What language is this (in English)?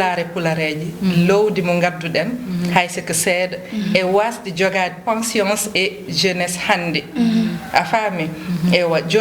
Fula